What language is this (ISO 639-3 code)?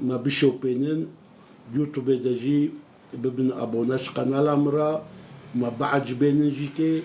kur